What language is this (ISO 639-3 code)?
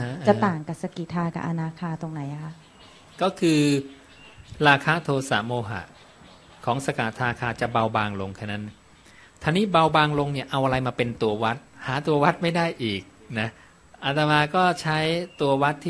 tha